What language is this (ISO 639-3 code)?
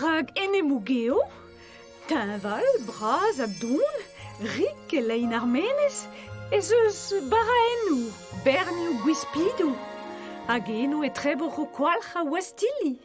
bre